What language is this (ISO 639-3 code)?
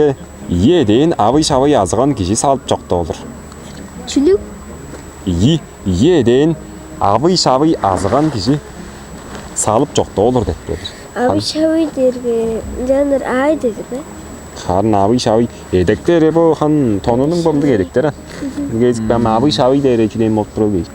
tyv